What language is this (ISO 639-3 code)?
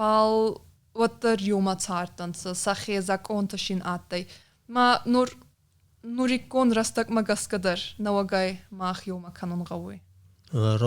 oss